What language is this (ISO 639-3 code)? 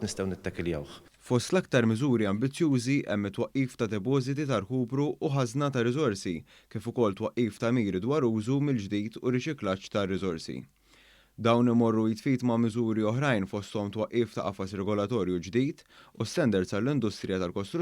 mlt